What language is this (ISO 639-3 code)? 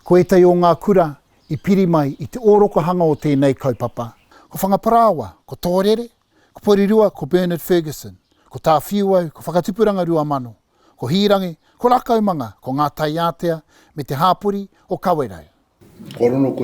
mri